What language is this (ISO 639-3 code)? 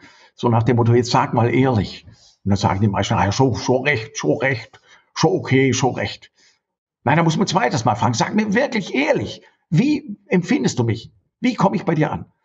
deu